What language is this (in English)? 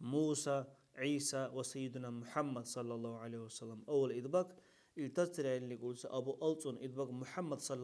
Dargwa